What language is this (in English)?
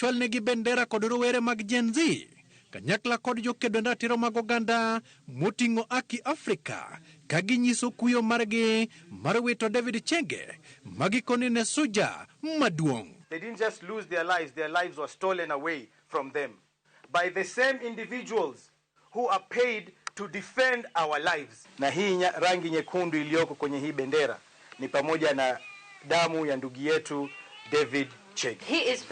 Luo (Kenya and Tanzania)